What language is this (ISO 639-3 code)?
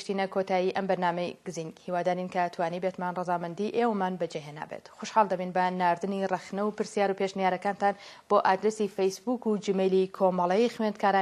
ckb